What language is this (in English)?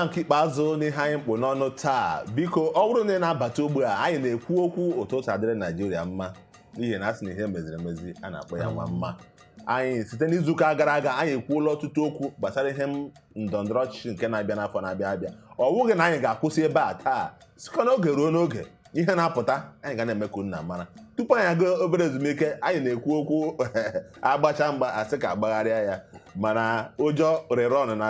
Igbo